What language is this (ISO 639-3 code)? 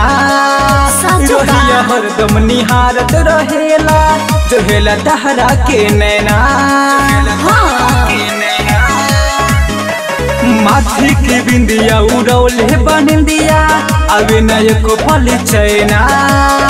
bho